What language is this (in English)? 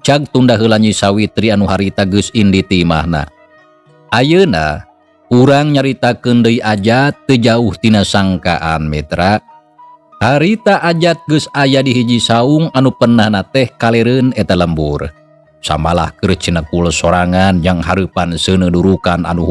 Sundanese